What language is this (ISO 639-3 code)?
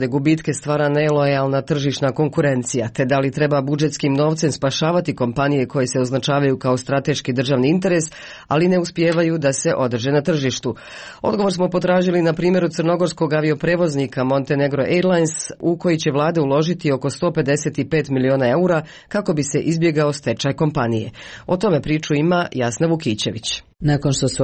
srp